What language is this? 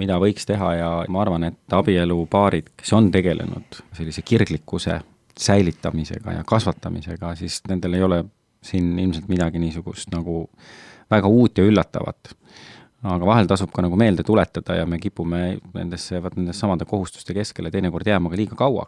Estonian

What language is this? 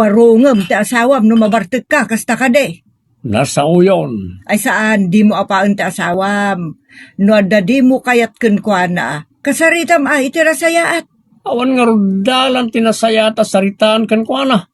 Iloko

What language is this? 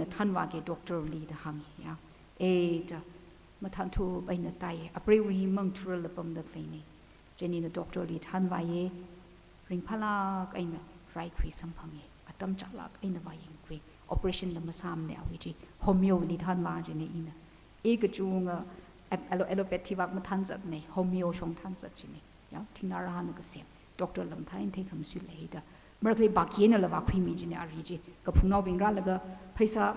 Tangkhul Naga (India)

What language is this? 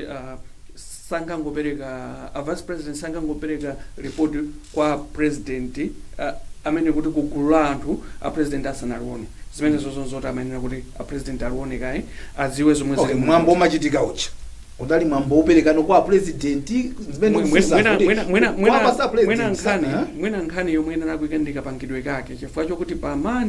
Nyanja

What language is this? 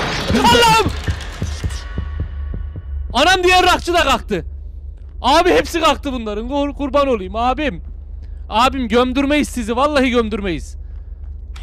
Turkish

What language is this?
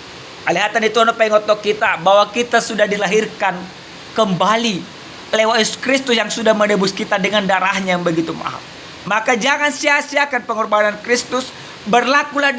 Batak Toba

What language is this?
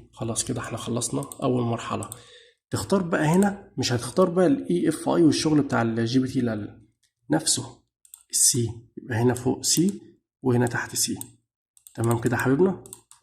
Egyptian Arabic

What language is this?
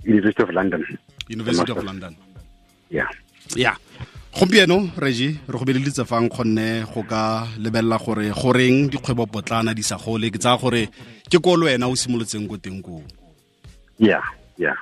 Tswana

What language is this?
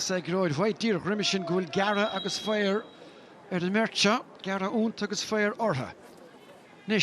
Irish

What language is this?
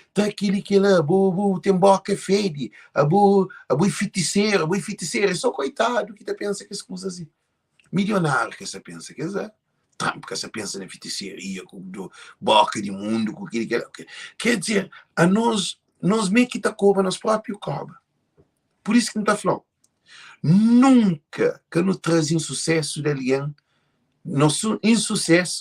Kabuverdianu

